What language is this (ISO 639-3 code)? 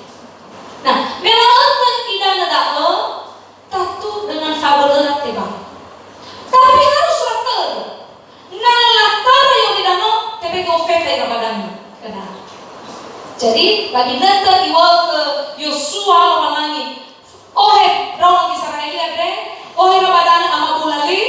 nia